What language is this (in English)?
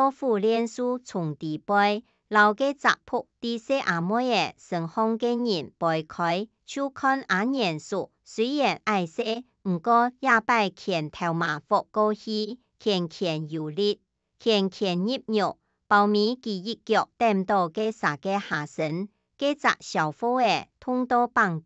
Hakka Chinese